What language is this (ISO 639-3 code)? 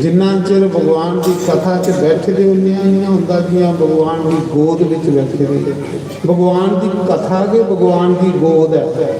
doi